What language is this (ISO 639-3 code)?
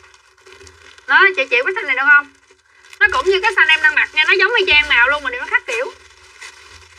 vie